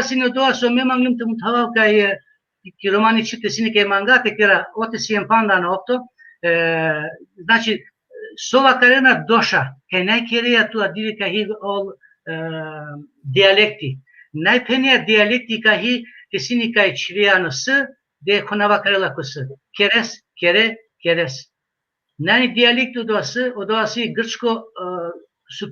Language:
Balkan Romani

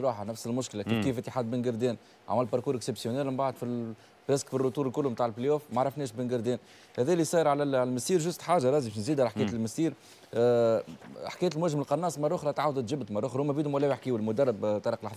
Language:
Tunisian Arabic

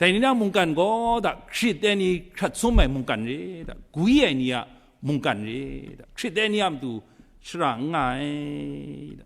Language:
Kachin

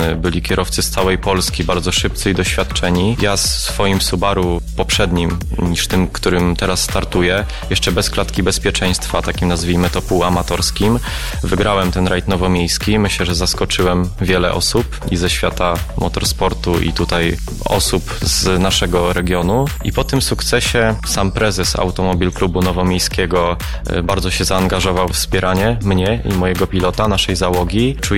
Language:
Polish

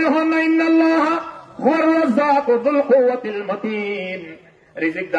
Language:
Rohingya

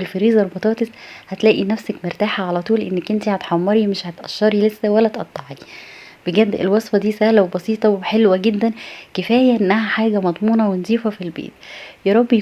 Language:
Egyptian Arabic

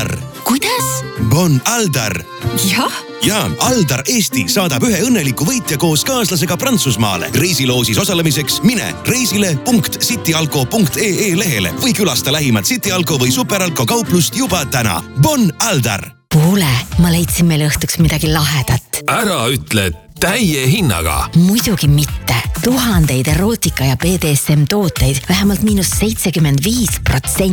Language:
Estonian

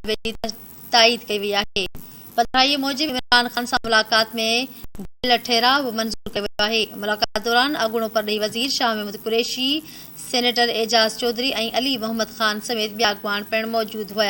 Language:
Sindhi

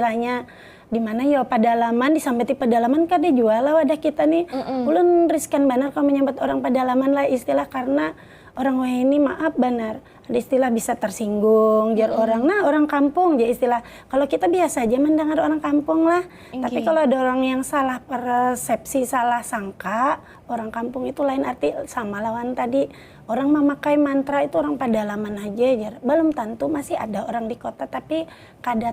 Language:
Banjar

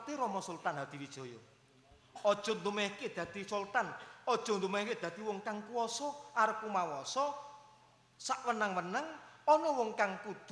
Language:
Javanese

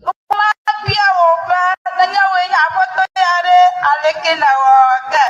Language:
Ewe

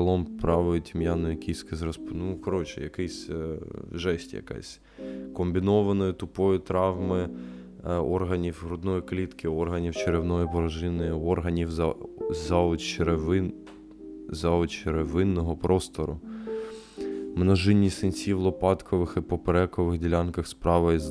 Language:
Ukrainian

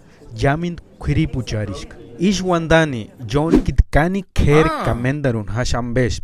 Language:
Purepecha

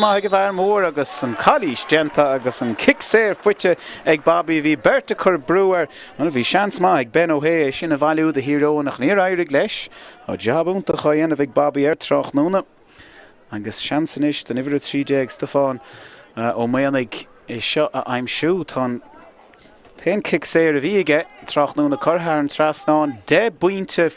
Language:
Irish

